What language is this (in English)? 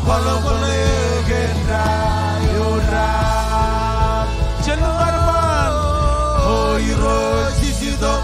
Marshallese